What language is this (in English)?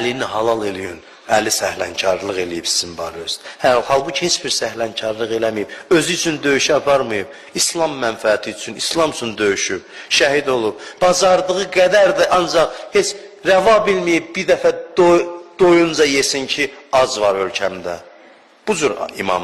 Azerbaijani